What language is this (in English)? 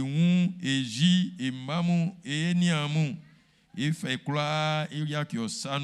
Baoulé